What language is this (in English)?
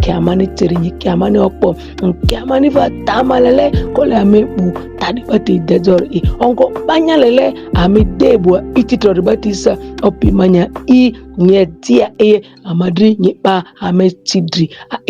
Ma'di